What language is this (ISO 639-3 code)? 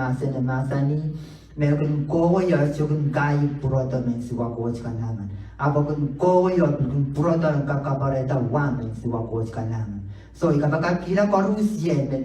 pon